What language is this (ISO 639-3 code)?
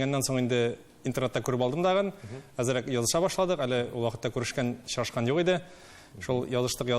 tat